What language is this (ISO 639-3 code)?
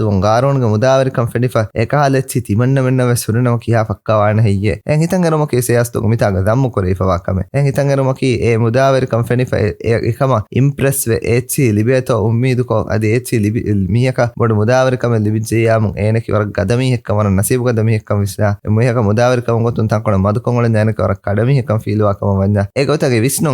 div